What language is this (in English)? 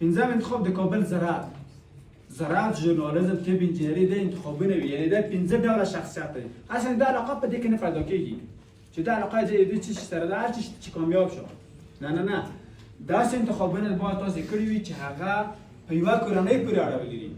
Pashto